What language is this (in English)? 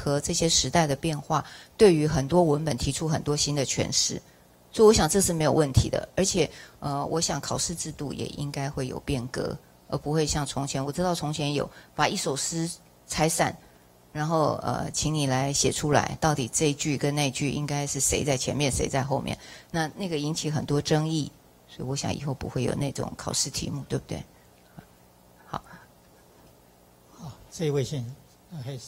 Chinese